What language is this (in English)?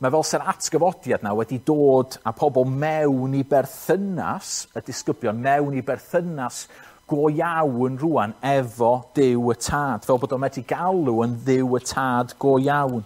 Welsh